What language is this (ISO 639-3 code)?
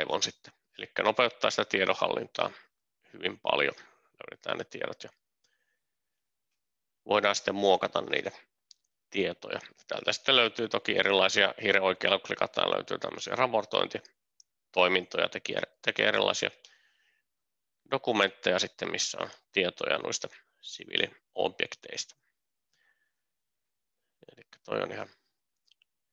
fin